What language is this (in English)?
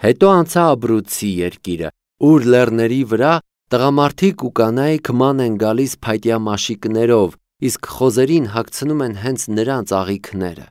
Armenian